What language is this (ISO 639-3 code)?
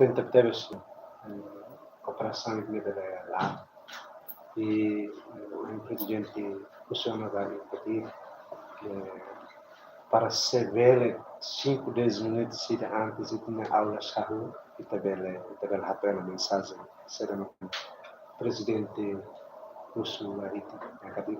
tet